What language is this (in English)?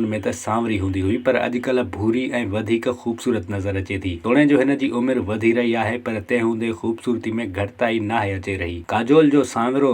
Sindhi